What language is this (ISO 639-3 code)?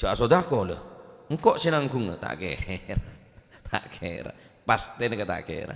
mad